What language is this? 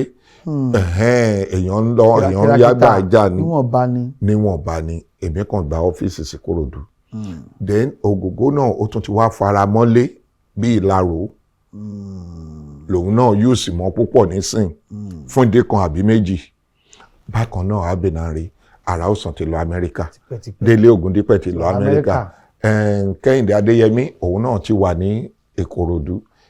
Yoruba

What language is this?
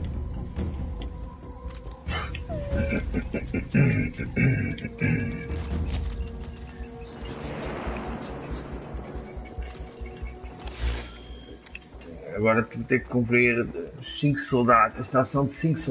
Portuguese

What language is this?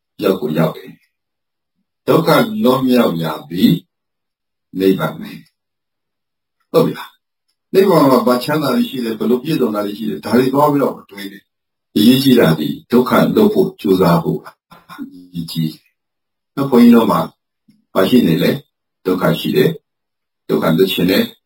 Burmese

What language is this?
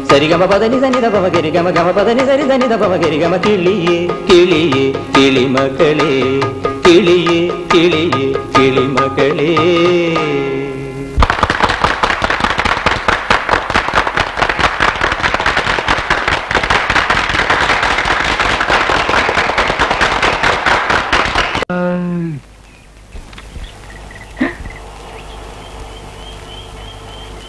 Malayalam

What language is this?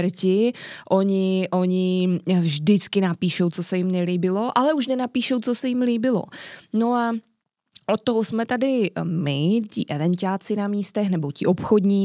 Czech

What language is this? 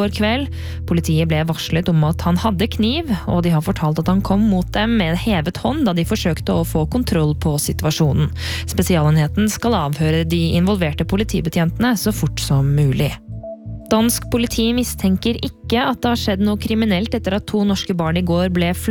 Norwegian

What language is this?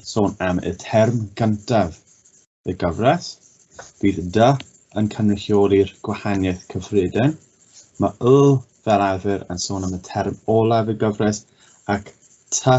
Welsh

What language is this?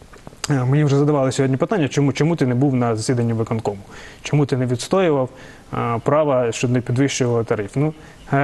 Ukrainian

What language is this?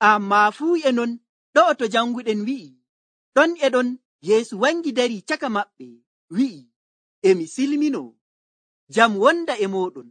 Nigerian Fulfulde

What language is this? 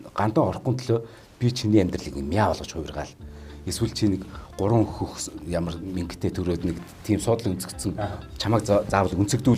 Mongolian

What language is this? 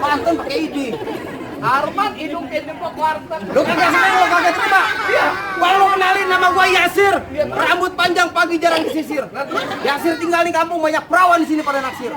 Betawi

